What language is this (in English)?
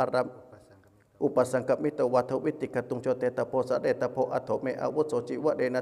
Pali